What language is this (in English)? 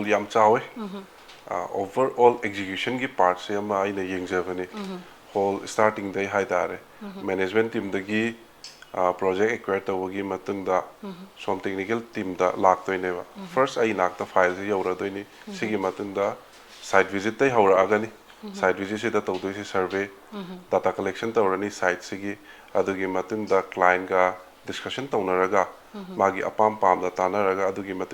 Manipuri